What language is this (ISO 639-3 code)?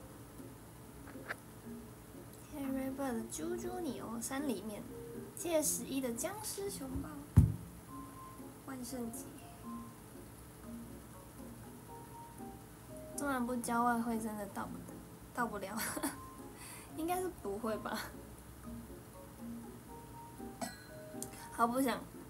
zho